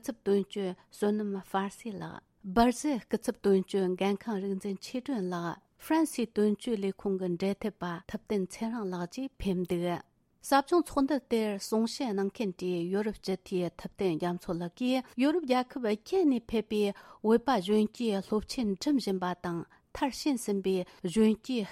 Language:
Tibetan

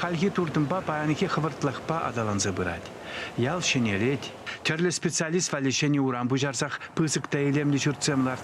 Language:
Chuvash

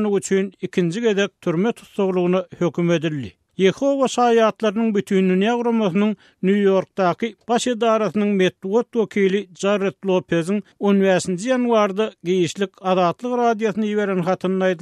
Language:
Turkmen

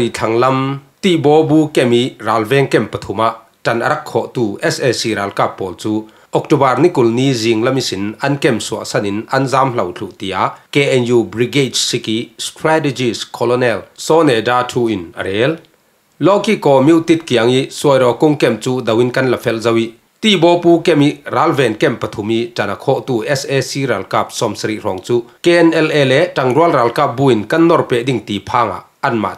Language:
Falam Chin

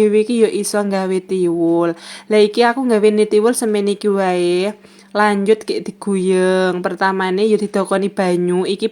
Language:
Javanese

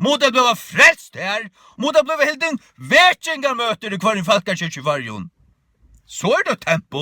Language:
Faroese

